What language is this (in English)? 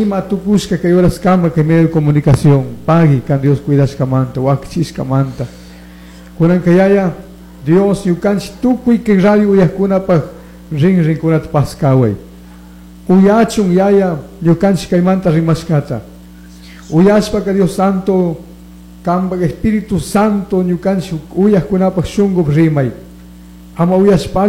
Chimborazo Highland Quichua